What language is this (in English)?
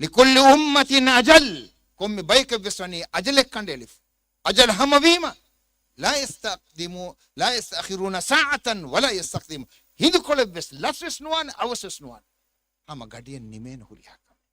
Divehi